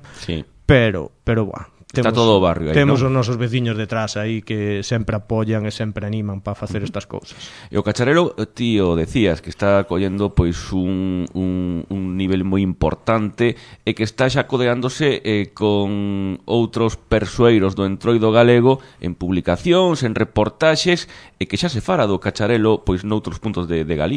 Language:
Galician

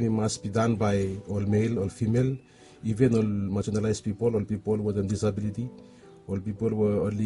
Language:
Bislama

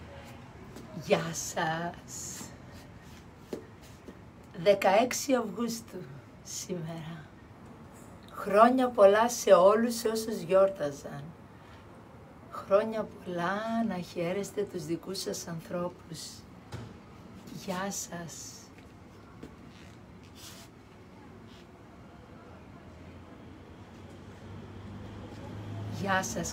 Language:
Greek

